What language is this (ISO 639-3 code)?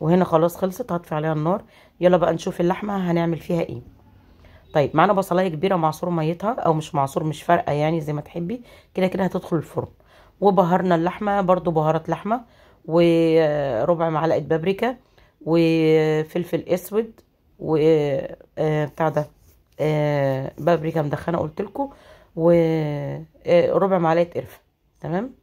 arz